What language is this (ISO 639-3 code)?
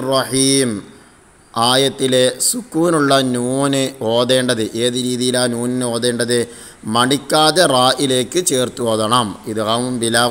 mal